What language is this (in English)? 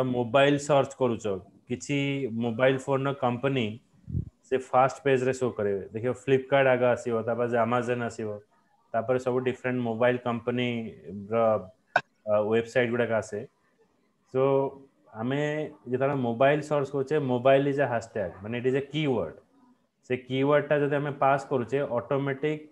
Odia